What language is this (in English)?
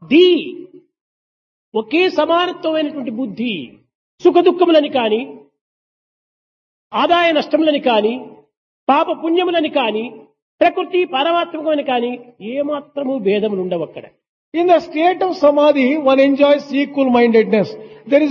Telugu